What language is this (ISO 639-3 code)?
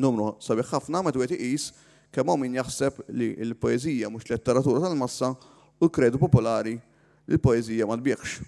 mlt